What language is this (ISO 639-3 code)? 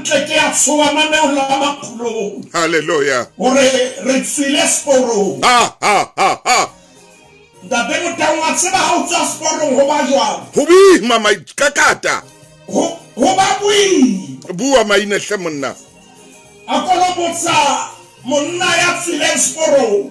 sot